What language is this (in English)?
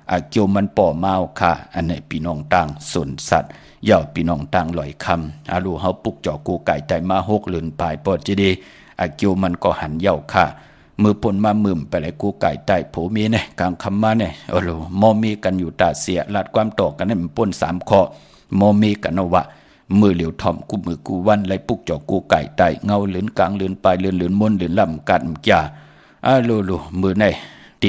Shan